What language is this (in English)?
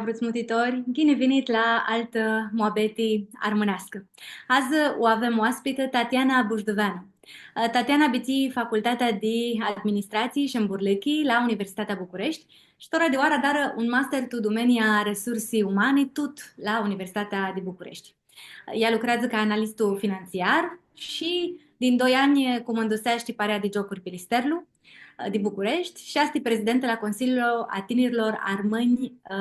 Aromanian